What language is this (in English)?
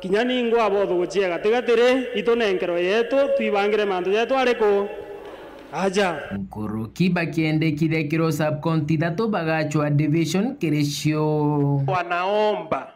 Meru